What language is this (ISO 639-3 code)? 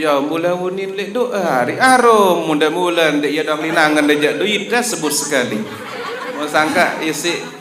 sas